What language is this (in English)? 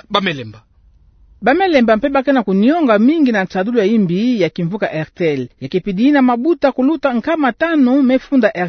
Kituba (Democratic Republic of Congo)